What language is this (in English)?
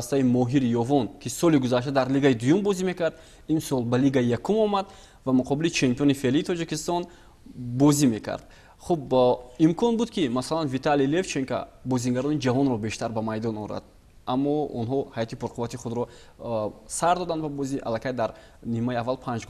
Tajik